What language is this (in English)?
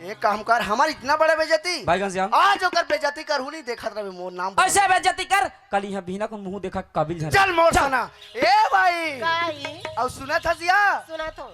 Chhattisgarhi